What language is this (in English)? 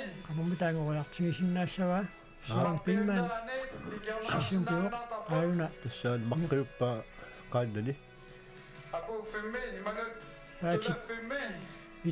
Kalaallisut